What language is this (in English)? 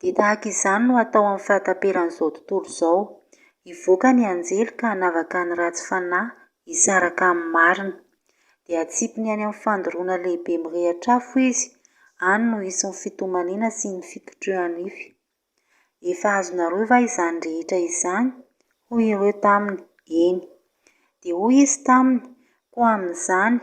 Malagasy